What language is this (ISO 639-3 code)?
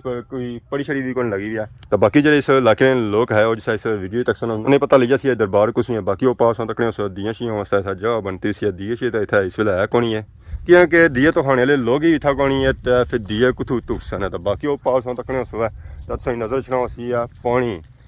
phr